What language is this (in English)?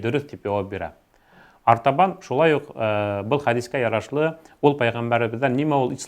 Bashkir